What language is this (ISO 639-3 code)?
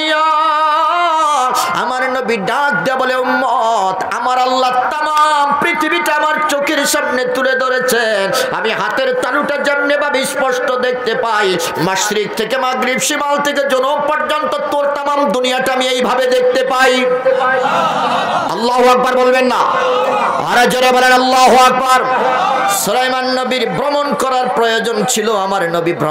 ben